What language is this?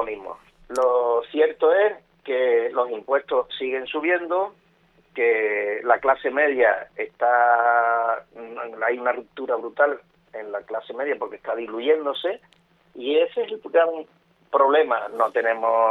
Spanish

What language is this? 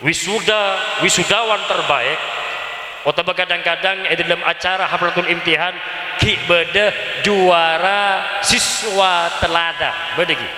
Madurese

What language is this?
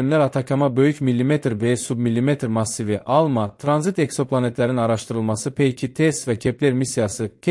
Azerbaijani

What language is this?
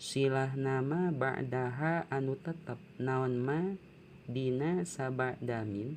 Sundanese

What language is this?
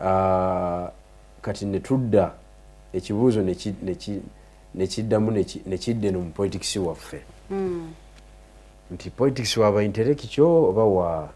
Ganda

